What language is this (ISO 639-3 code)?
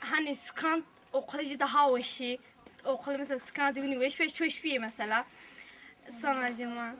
zza